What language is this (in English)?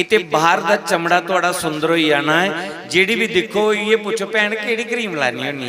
Dogri